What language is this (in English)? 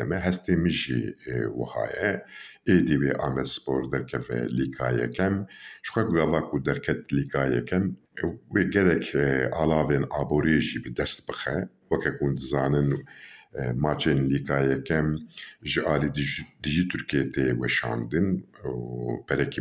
Kurdish